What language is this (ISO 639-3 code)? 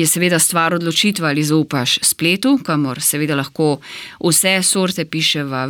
slv